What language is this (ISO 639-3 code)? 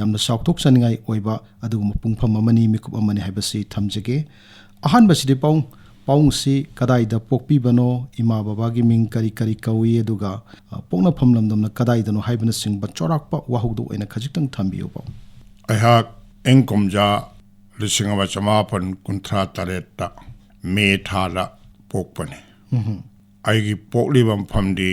mni